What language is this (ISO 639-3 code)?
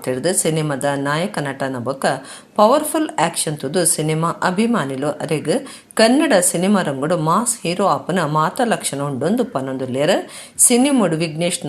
tcy